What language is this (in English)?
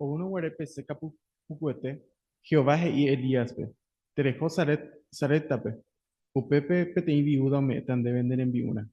Guarani